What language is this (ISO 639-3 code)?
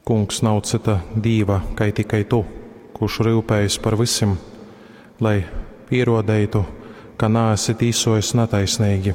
ltg